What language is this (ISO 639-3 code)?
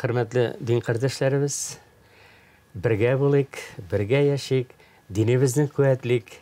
tat